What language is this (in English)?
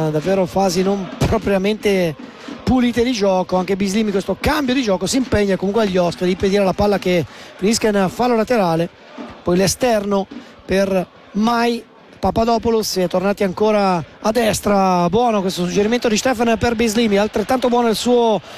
Italian